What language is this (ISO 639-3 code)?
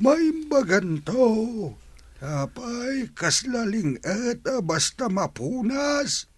ilo